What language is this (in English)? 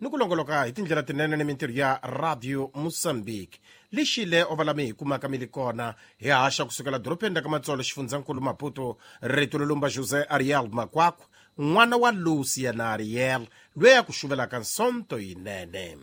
Tsonga